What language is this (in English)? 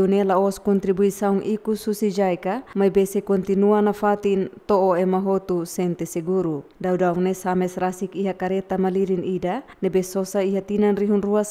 Tetum